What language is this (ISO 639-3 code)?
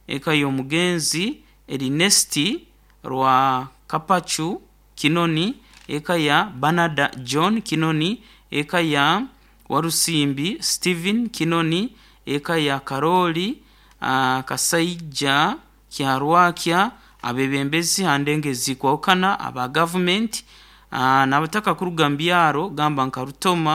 nyo